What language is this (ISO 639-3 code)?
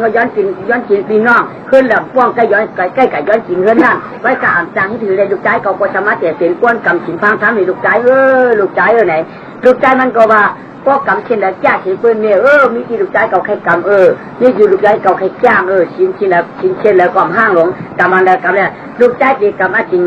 shn